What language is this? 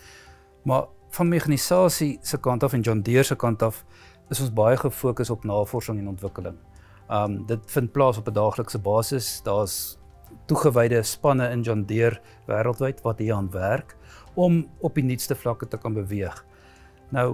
Afrikaans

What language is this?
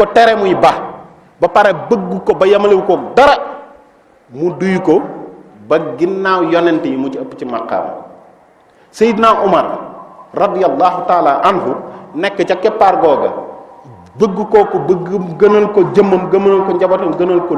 Wolof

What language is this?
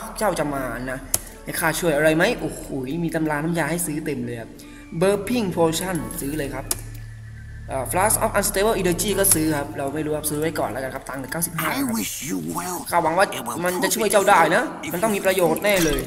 Thai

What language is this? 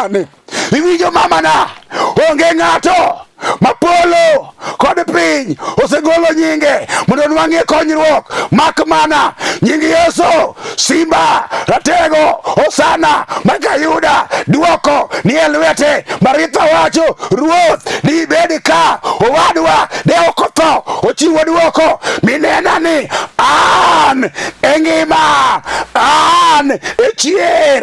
Luo (Kenya and Tanzania)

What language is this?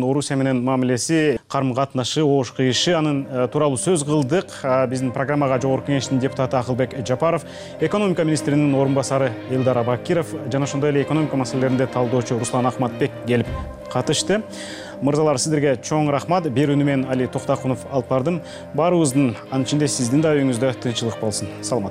Kyrgyz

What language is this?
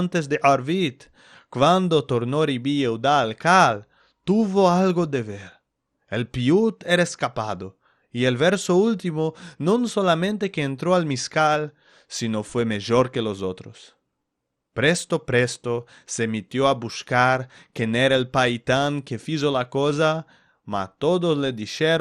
Ladino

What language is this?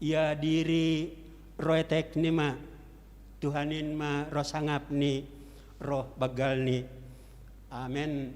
Batak Simalungun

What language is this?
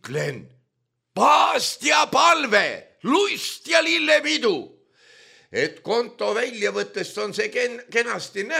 Estonian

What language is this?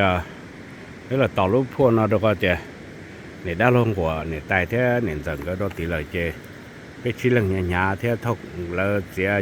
Hmong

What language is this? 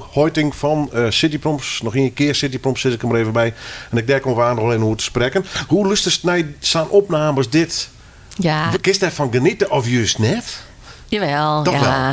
Western Frisian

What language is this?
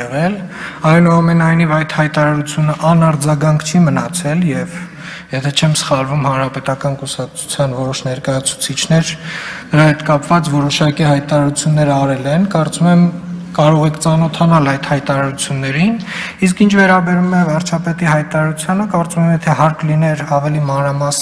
Armenian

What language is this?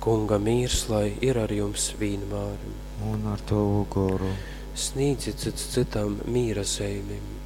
Latgalian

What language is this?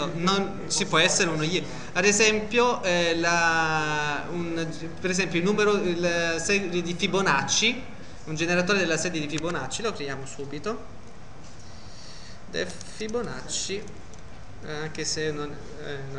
Italian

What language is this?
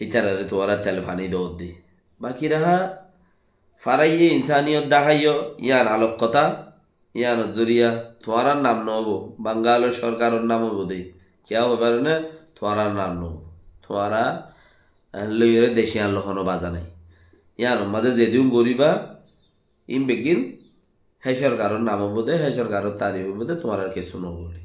Rohingya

